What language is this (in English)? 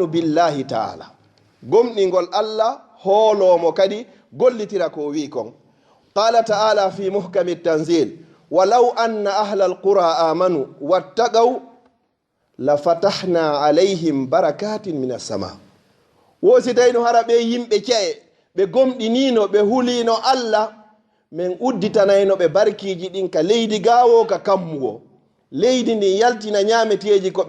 Fula